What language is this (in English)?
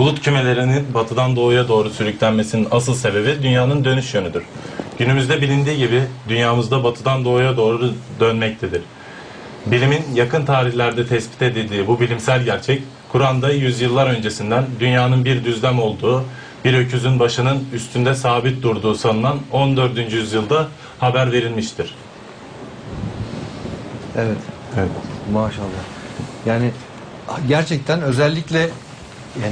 Turkish